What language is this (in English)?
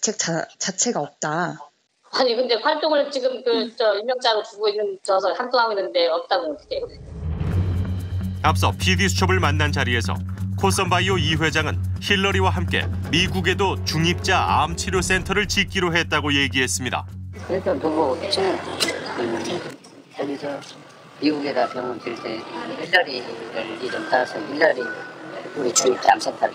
Korean